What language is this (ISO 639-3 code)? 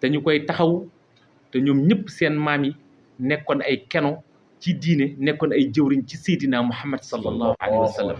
wol